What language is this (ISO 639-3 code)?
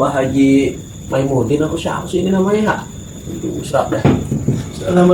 bew